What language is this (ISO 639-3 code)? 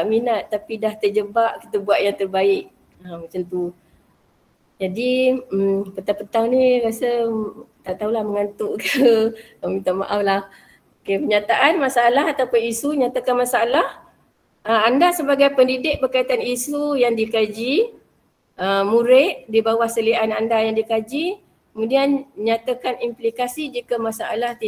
msa